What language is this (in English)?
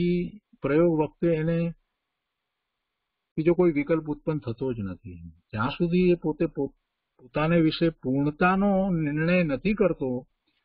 Gujarati